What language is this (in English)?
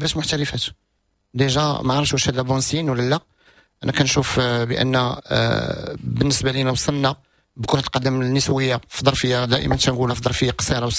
Moroccan Arabic